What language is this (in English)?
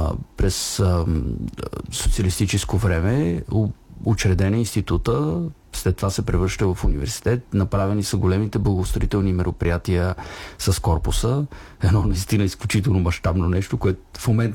Bulgarian